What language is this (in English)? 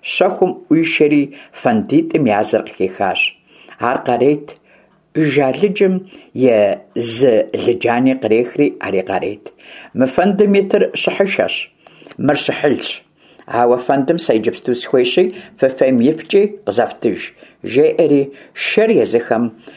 Kabardian